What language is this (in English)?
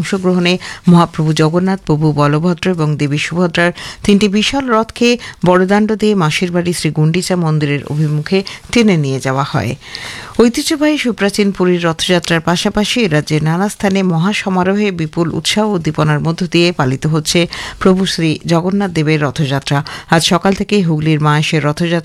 Bangla